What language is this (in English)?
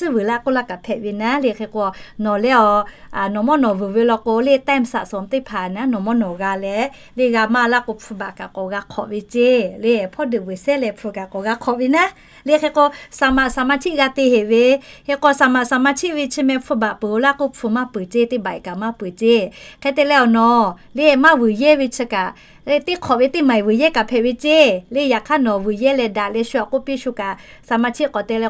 Lahu